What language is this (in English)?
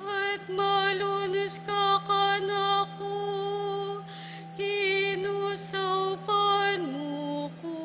Pampanga